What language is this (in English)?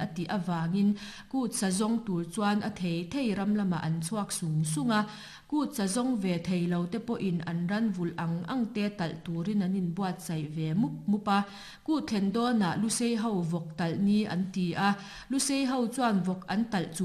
Mizo